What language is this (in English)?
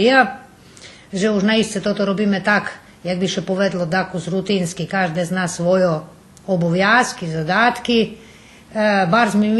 Rusyn